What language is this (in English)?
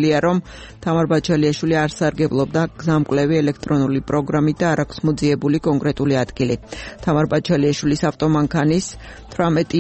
Georgian